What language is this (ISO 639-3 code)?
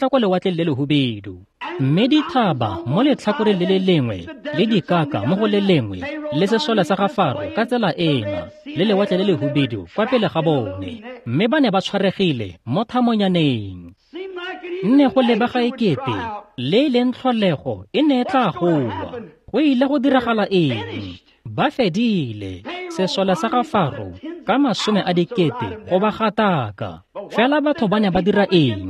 tsn